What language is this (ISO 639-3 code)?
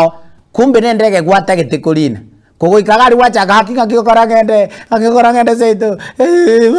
guz